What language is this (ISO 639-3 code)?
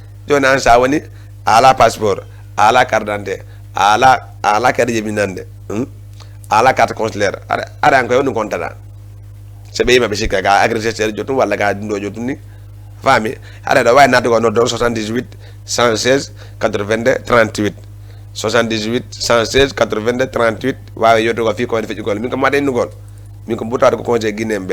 ful